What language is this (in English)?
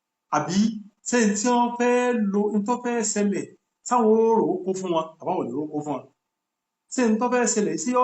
Yoruba